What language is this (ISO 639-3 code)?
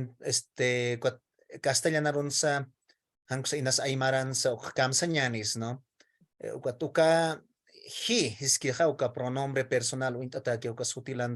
aym